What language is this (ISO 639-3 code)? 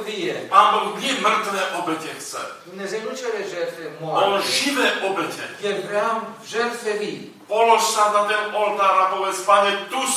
slk